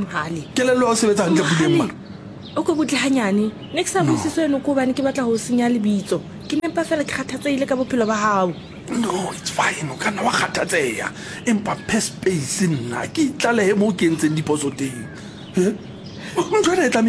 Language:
Southern Sotho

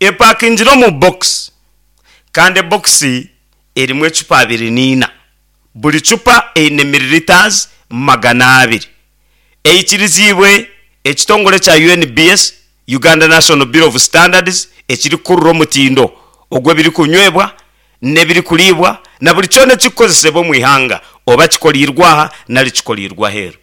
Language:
Nyankole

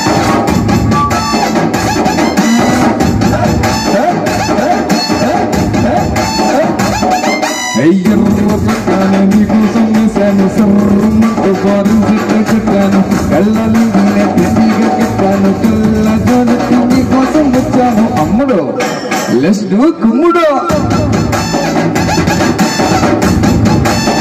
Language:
Telugu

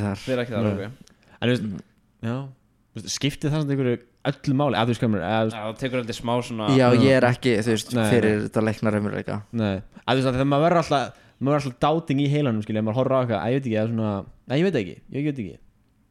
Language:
Icelandic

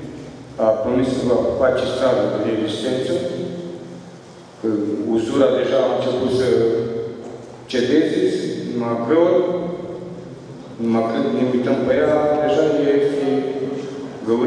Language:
Romanian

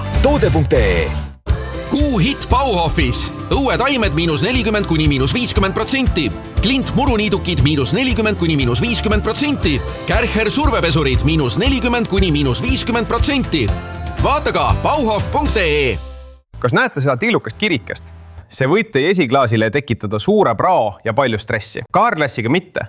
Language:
Estonian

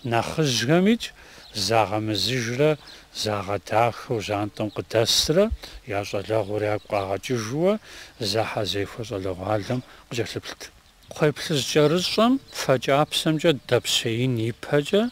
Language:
Kabardian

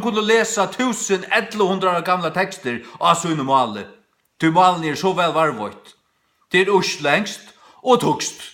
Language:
Faroese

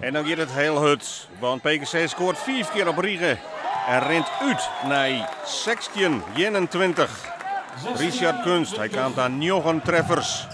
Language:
Western Frisian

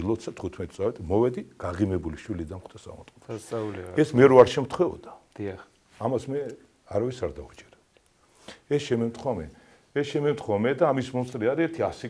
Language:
Georgian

